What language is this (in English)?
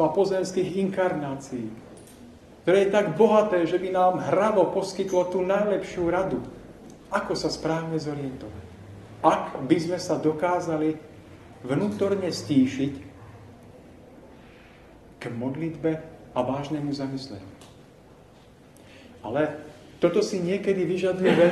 Slovak